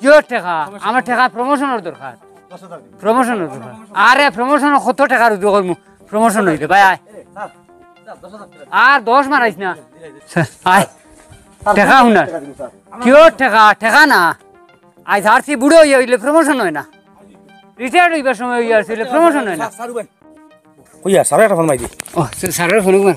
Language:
Sylheti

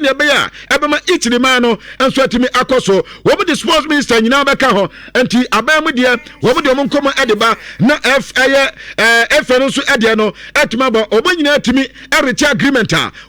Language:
Akan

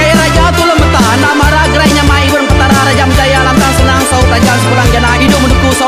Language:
Iban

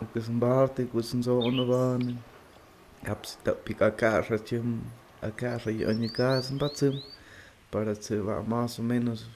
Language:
Totontepec Mixe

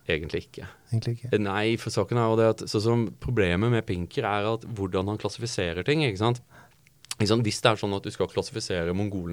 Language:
Norwegian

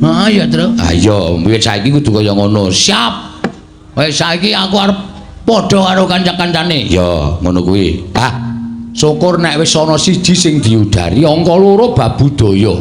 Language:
Javanese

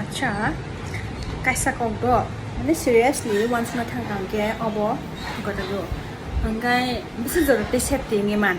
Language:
Kok Borok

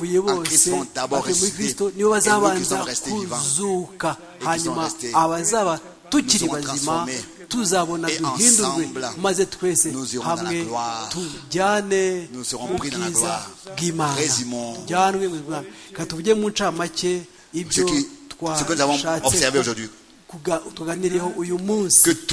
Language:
Kinyarwanda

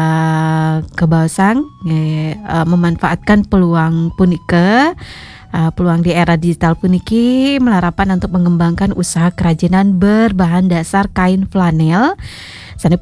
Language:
Balinese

